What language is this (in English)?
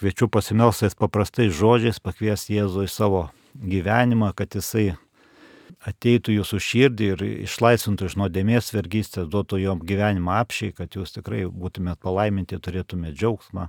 Lithuanian